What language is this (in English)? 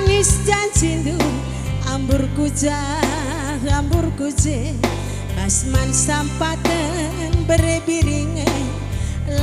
Batak Karo